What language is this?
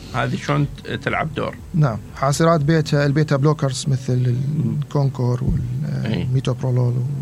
Mesopotamian Arabic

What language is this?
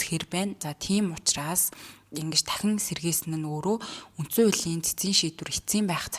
Mongolian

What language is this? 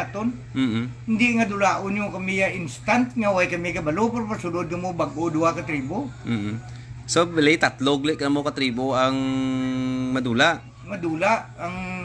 Hiligaynon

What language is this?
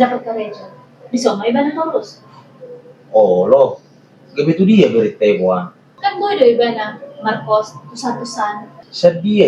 Batak Toba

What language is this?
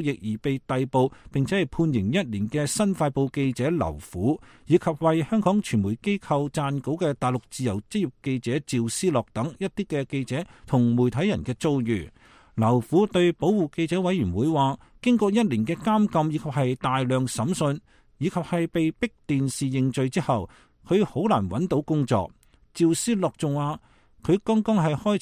Cantonese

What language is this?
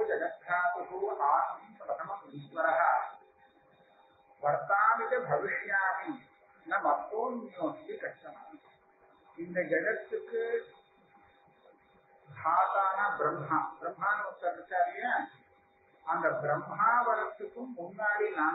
Tamil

